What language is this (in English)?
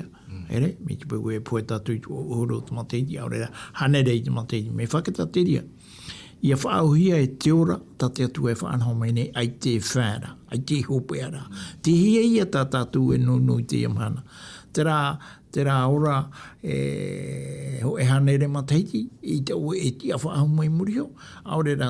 Tahitian